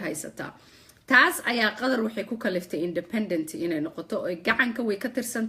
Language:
Somali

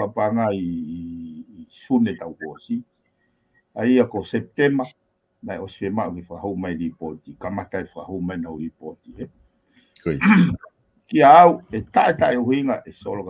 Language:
Tongan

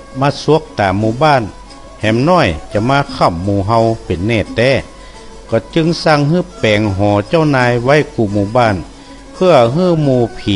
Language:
Northern Thai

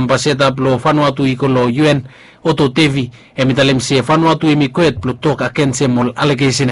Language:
Bislama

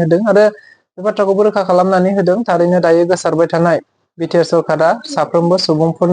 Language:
Bodo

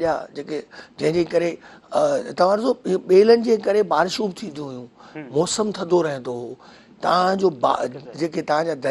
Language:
Sindhi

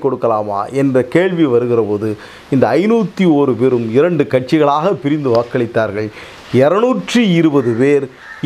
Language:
Tamil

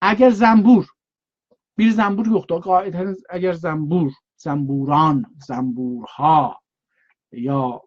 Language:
South Azerbaijani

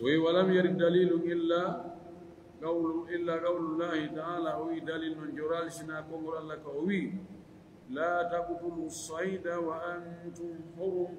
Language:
Fula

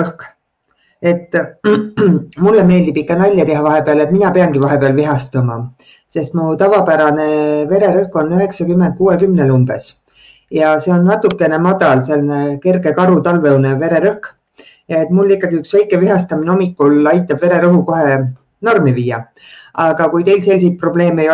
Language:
Estonian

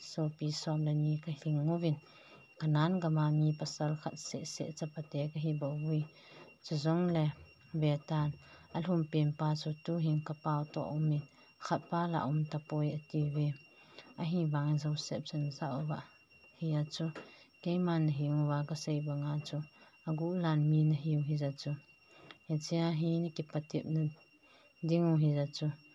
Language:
Thado Chin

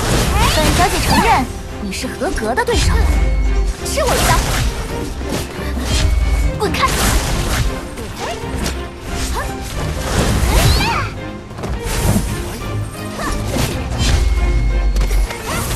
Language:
Chinese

